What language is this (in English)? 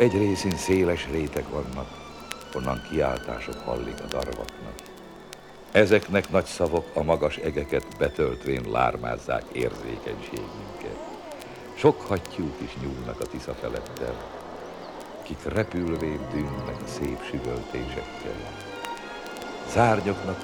Hungarian